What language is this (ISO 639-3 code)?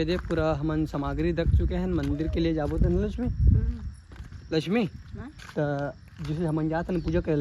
hne